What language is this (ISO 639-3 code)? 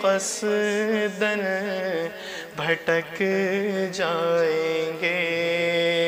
urd